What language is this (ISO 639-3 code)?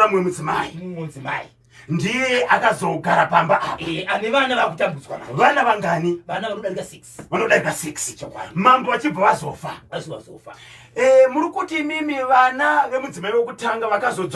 sna